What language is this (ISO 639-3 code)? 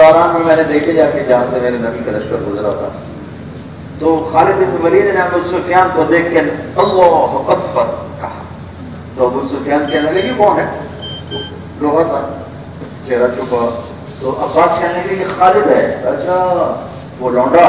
urd